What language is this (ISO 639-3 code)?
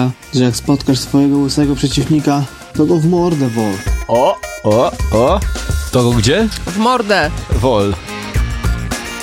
pol